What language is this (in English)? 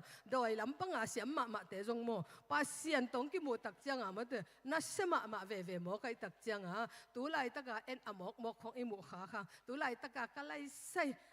Tedim Chin